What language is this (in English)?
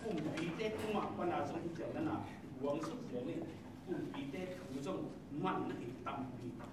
Tedim Chin